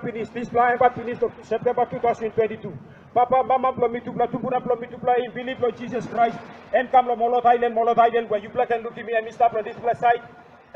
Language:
Tok Pisin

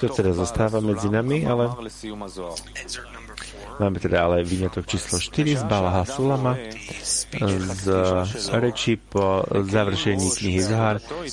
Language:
Slovak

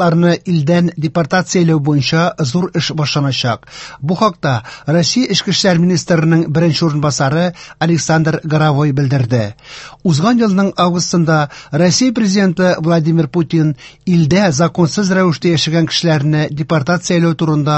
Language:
Tatar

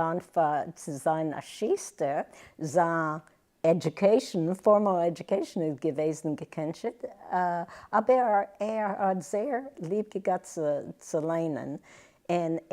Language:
Yiddish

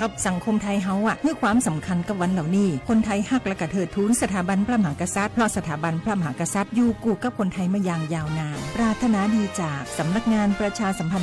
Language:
Shan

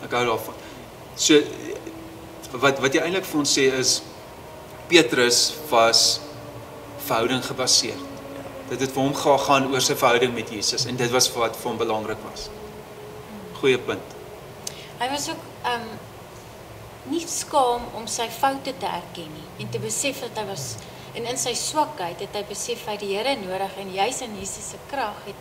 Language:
Afrikaans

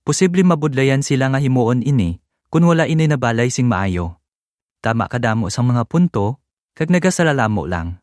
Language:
Hiligaynon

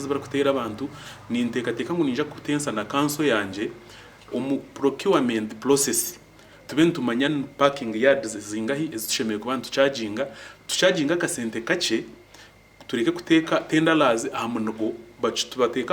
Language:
Nyankole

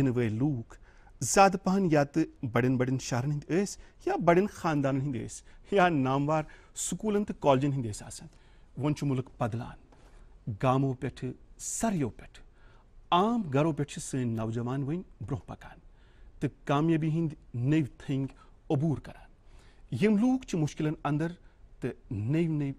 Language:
Kashmiri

